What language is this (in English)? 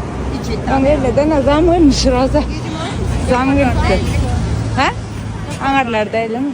Turkmen